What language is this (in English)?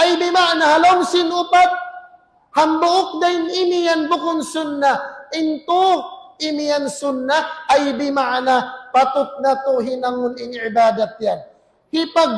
Tausug